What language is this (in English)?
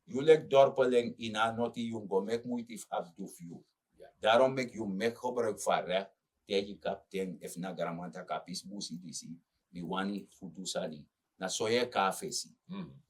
Sranan Tongo